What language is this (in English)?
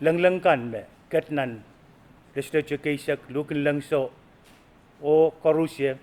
Pohnpeian